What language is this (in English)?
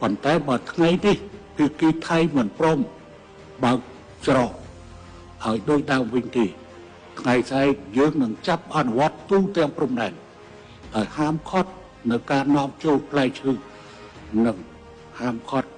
Khmer